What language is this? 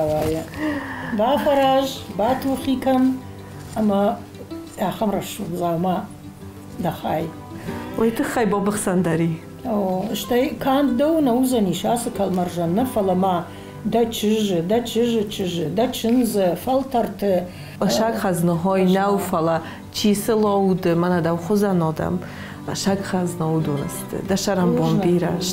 Ossetic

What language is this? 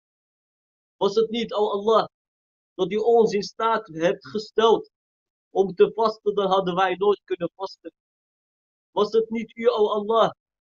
Dutch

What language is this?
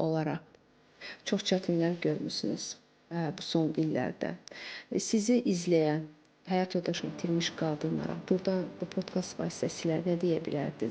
Azerbaijani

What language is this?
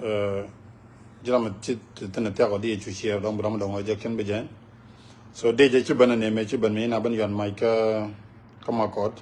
Nuer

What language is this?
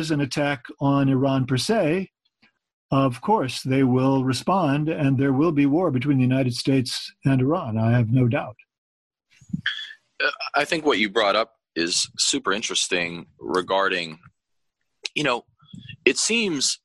English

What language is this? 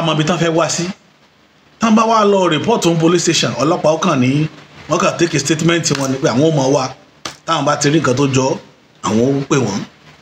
Yoruba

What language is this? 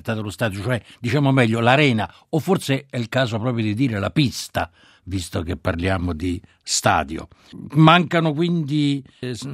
Italian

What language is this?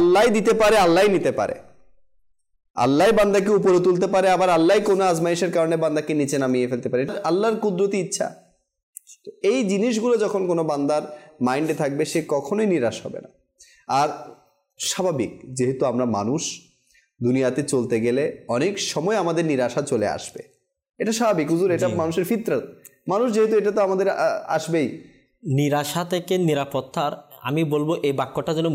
Bangla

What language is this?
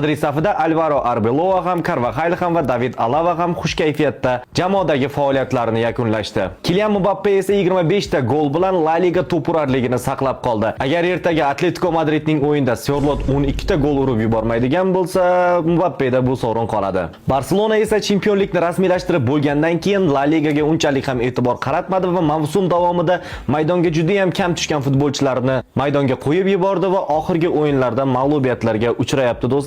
Uzbek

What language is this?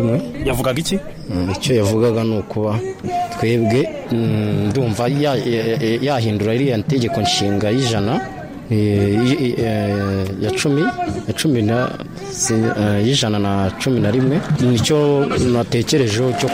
Kinyarwanda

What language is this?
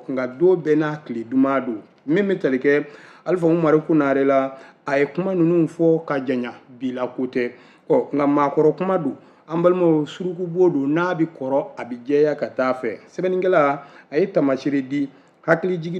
Bambara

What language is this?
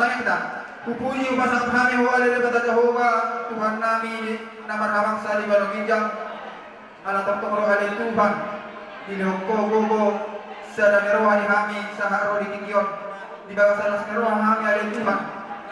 Batak Toba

